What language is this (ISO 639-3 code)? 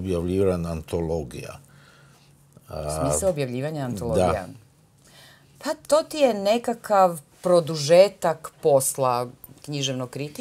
hrv